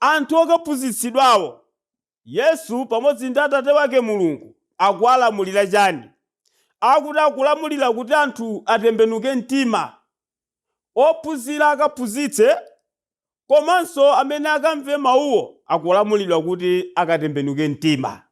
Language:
Nyanja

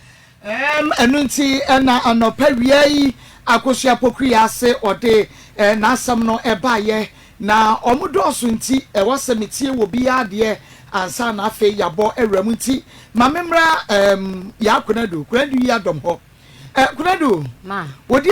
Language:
Akan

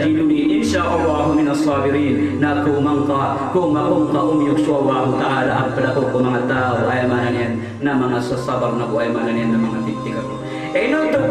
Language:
Maranao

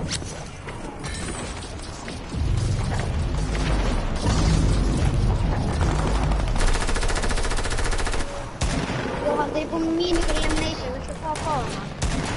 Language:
Icelandic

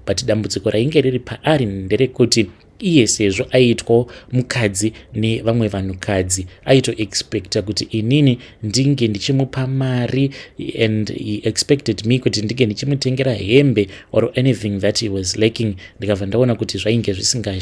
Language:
Shona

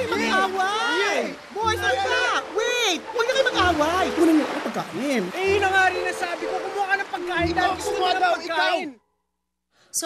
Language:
Filipino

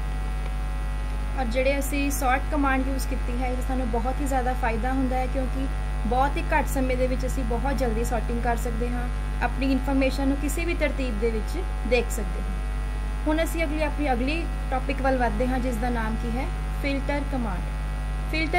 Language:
Punjabi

